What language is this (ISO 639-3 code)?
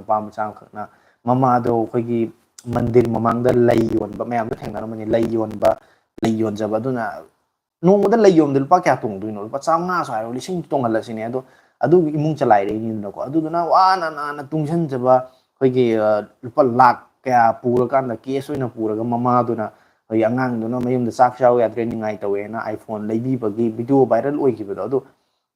mni